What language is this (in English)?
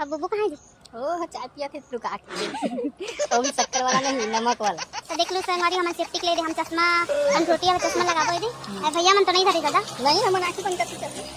Chhattisgarhi